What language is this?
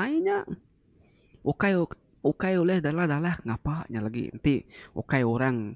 Iban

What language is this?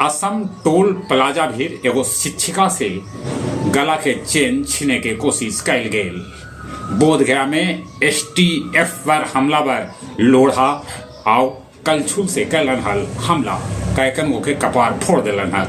Magahi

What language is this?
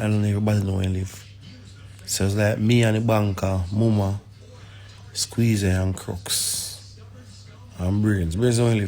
Jamaican Creole English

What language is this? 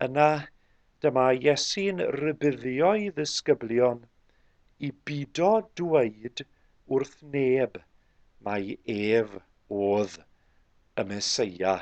Welsh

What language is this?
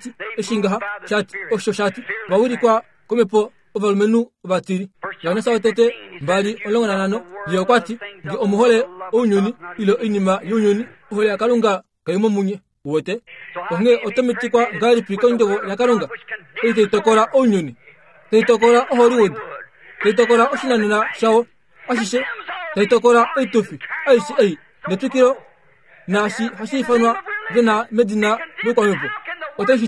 Kuanyama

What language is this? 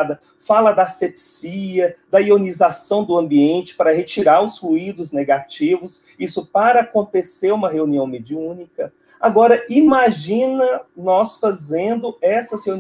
Portuguese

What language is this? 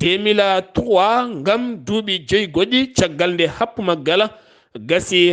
Fula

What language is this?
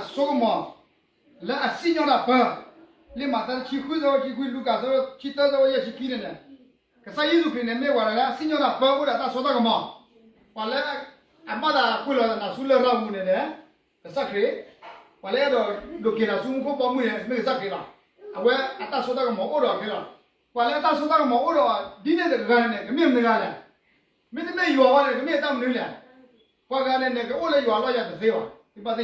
S'gaw Karen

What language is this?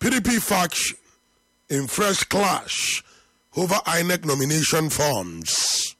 English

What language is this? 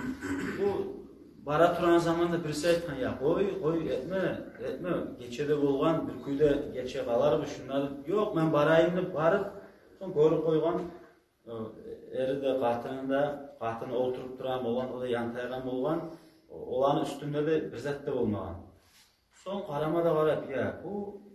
Kumyk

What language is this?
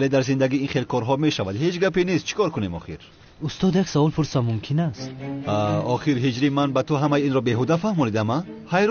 Tajik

